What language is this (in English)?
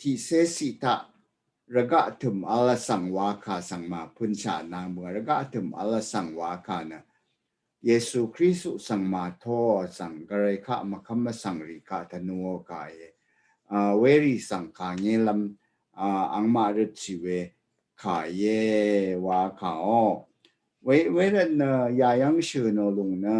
Rawang